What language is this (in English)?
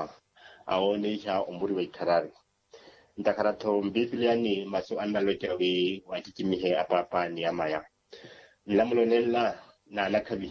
Makhuwa